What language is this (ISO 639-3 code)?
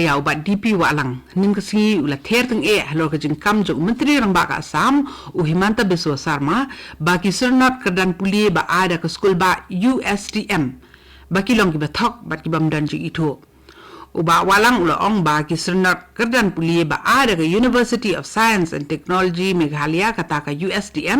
kha